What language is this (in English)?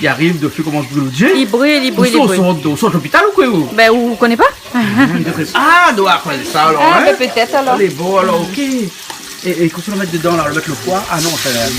Réunion Creole French